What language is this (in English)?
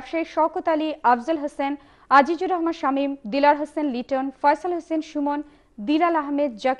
Bangla